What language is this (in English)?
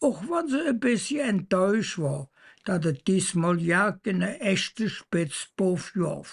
Colognian